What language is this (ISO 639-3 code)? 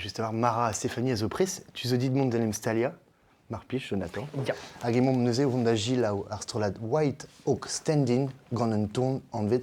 bre